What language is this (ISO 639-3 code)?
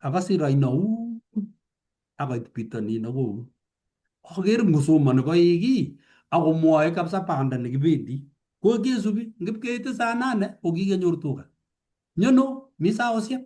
kln